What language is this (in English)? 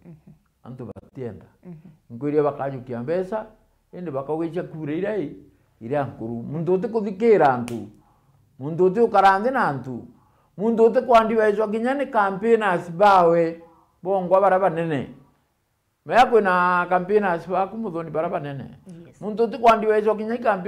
Meru